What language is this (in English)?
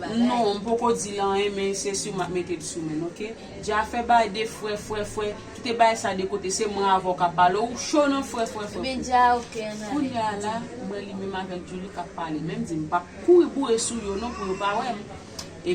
Haitian Creole